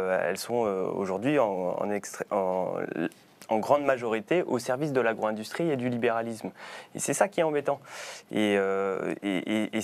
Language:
French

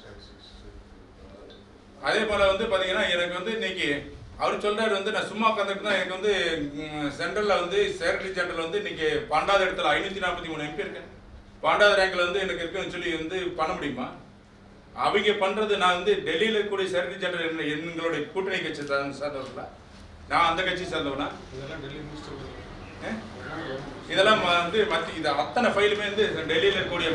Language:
Tamil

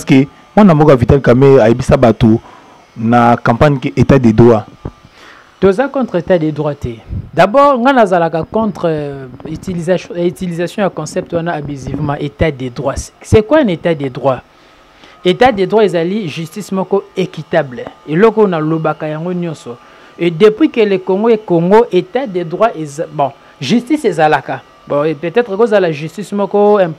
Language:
Lingala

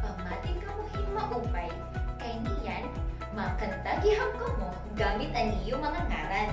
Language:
Waray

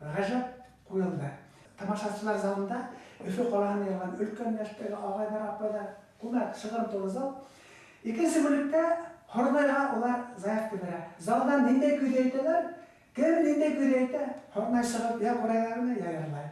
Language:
Bashkir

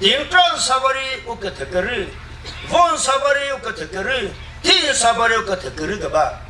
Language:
Chokri Naga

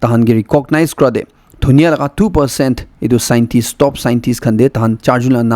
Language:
Naga Pidgin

